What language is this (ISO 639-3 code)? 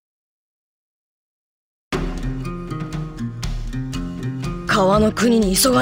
jpn